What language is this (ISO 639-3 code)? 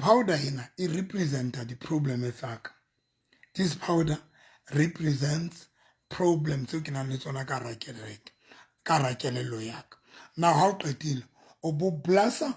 sot